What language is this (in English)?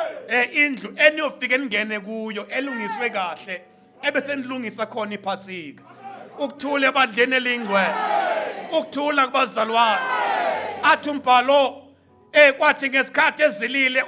Zulu